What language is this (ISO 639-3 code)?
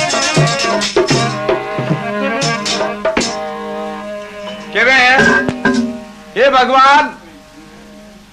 hin